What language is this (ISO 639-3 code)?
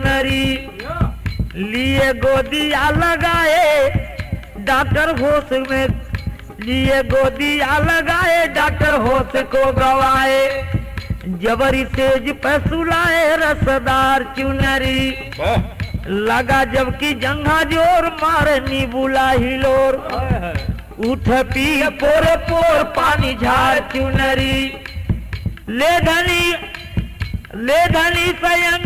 bho